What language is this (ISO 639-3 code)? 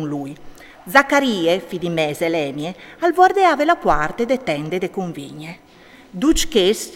fur